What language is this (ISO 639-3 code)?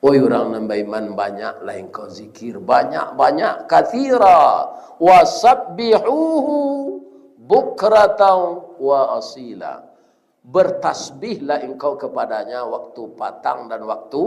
min